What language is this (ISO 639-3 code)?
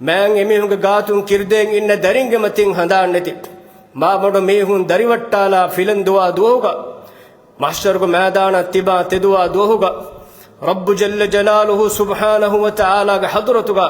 div